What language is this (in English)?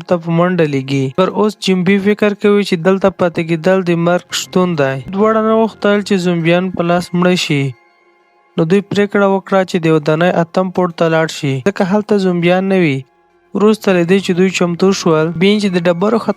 Pashto